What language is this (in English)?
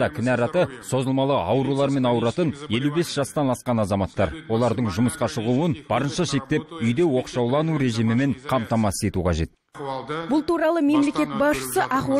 Kazakh